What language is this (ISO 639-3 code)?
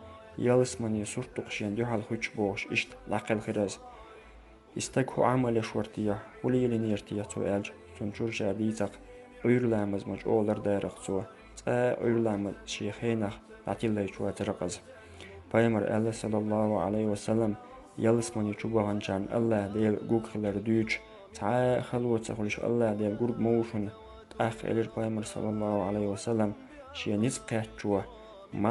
che